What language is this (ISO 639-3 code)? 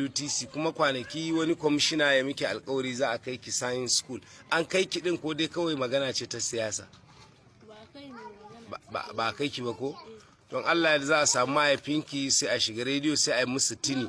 hau